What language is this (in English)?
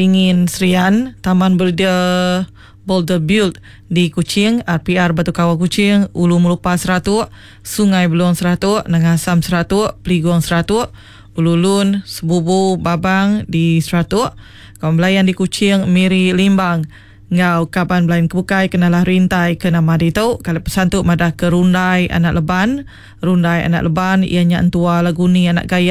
Iban